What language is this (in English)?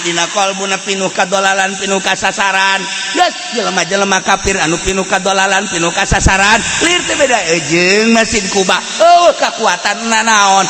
Sundanese